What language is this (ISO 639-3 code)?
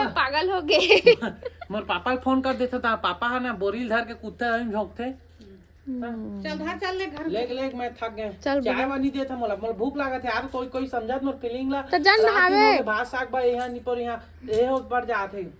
hne